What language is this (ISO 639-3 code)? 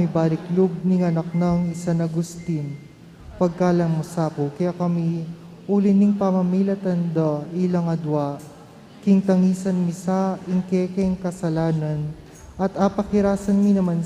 pam